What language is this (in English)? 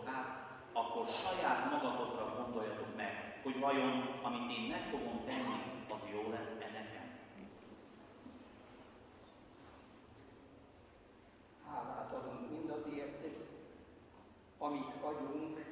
Hungarian